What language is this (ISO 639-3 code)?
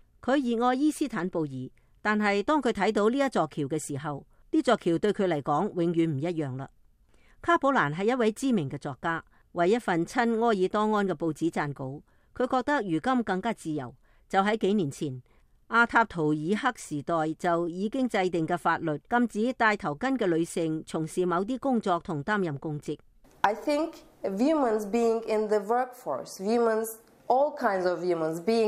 yue